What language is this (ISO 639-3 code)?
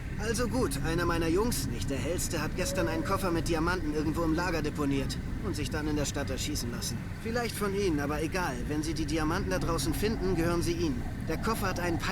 bar